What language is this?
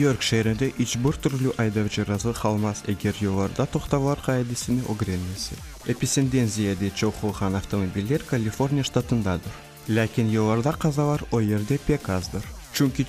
Crimean Tatar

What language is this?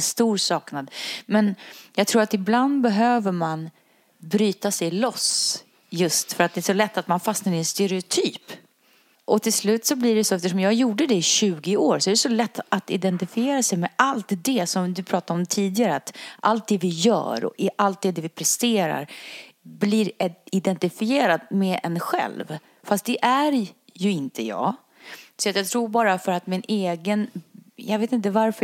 Swedish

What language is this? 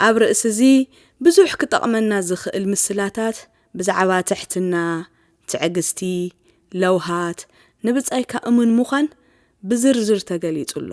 Tigrinya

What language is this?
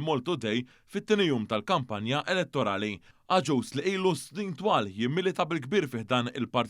Maltese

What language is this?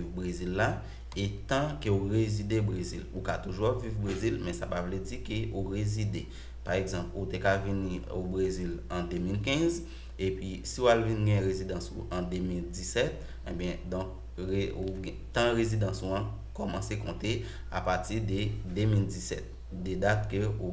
Haitian Creole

